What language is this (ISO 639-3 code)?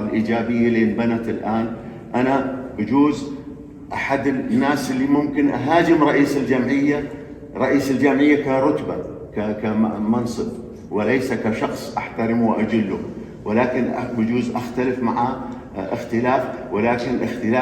apc